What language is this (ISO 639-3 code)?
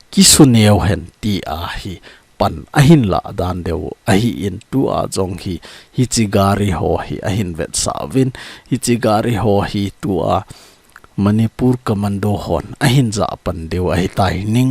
tcz